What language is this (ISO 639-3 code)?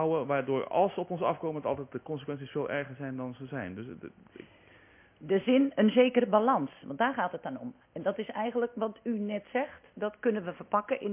nld